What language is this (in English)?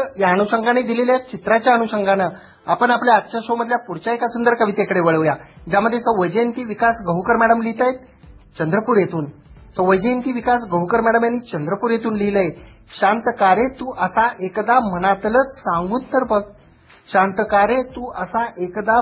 Marathi